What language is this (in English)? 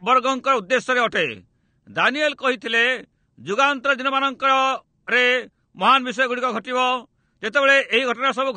Odia